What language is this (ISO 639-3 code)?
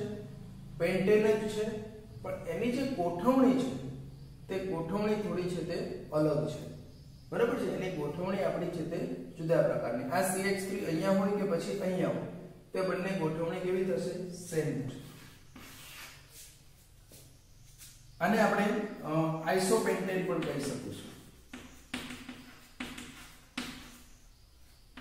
guj